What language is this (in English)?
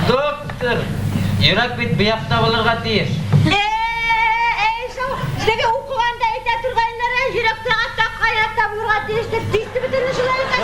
Bashkir